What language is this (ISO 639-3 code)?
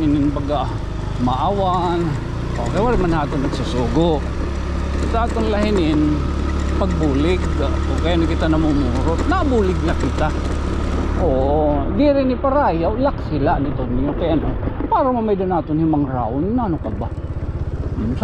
war